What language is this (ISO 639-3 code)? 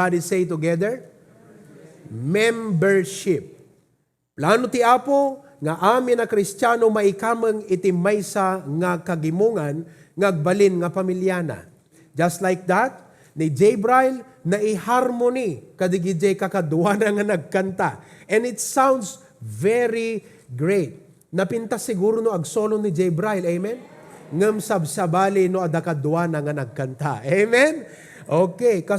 ilo